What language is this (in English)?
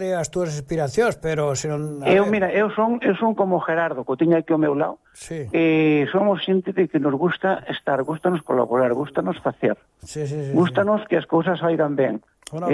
Galician